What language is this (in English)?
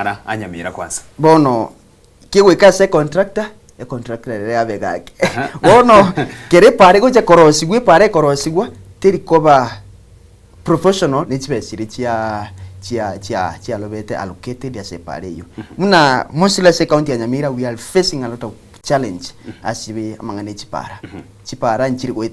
Gusii